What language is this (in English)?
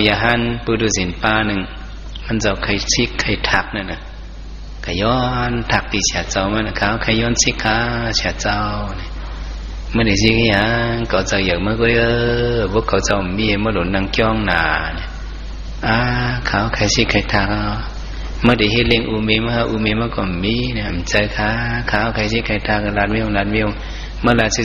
Shan